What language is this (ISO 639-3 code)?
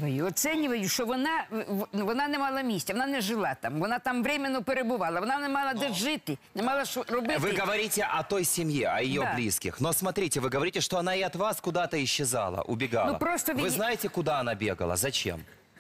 ukr